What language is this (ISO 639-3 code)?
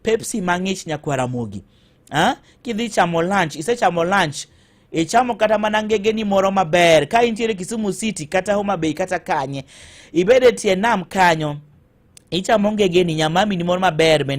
luo